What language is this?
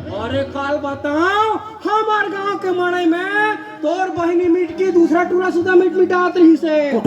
Chhattisgarhi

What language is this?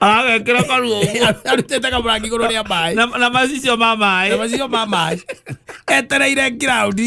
Kikuyu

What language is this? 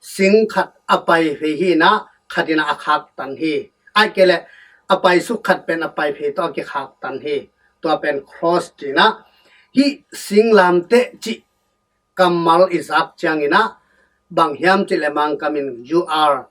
Tedim Chin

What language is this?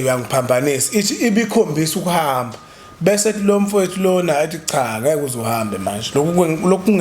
Zulu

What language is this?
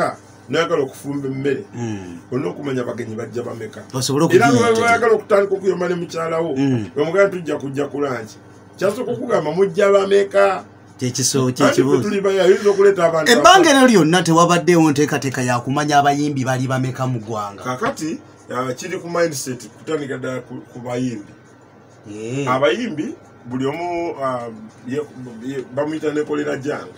Ganda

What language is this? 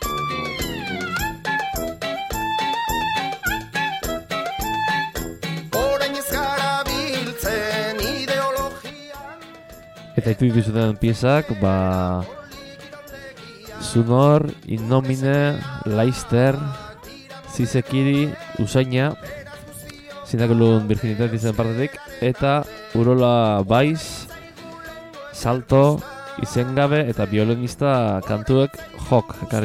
Basque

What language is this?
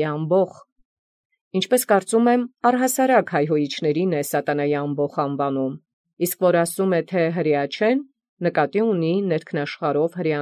Armenian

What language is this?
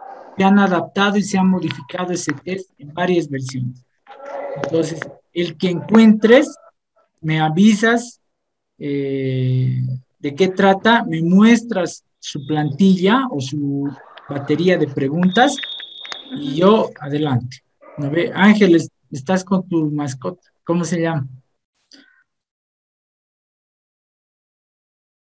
Spanish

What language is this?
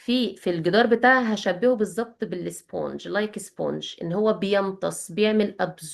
Egyptian Arabic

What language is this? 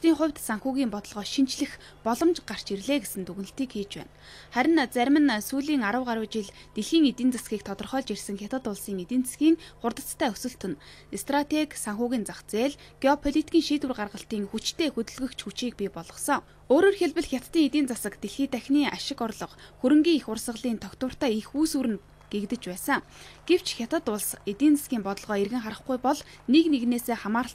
Mongolian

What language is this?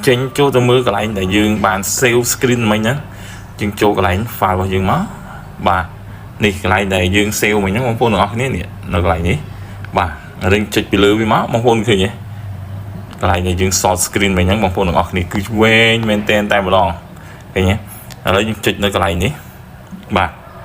Khmer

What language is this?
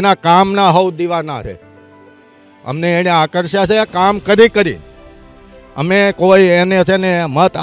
Gujarati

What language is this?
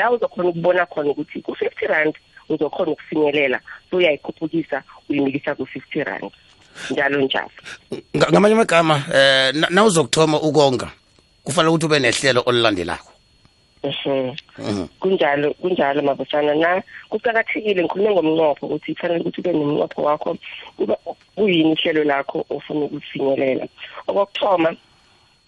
South Ndebele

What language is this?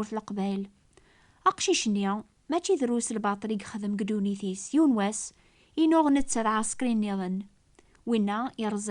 Kabyle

